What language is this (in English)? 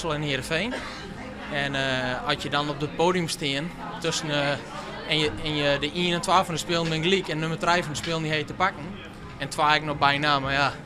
Western Frisian